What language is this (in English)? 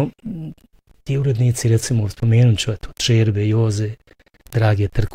Bosnian